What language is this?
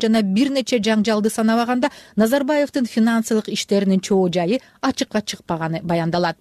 Kyrgyz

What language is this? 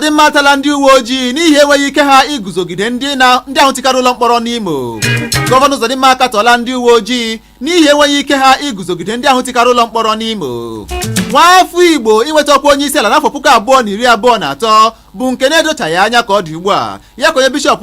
Igbo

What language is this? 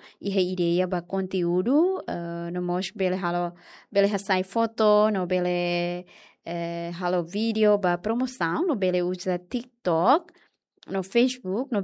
Tetum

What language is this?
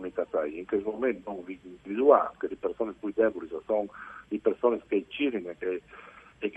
Friulian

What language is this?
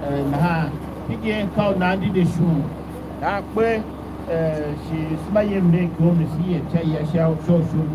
Tiv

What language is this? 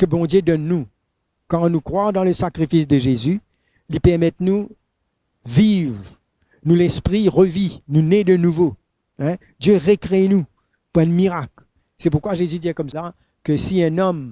Morisyen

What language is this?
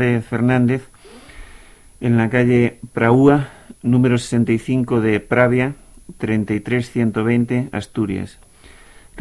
Spanish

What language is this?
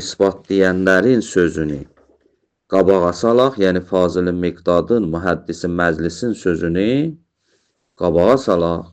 Azerbaijani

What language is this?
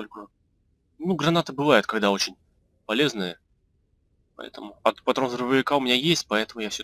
Russian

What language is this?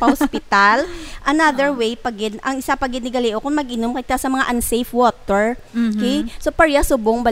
Hiligaynon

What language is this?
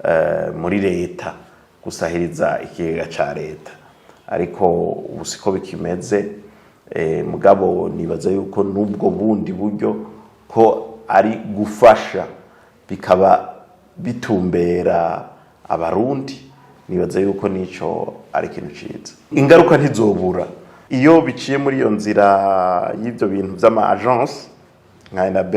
Rundi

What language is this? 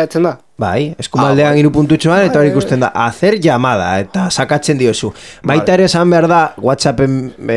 Basque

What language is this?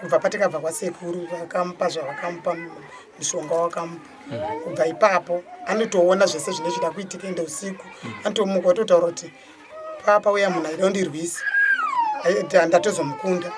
Shona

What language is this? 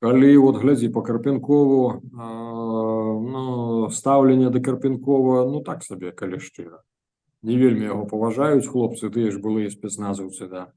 Belarusian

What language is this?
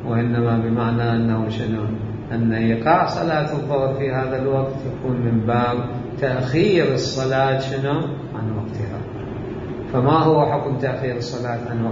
Mesopotamian Arabic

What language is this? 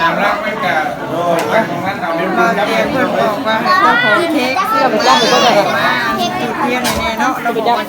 Northeastern Thai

